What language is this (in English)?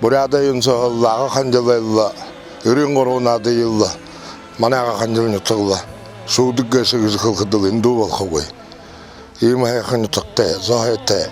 Buriat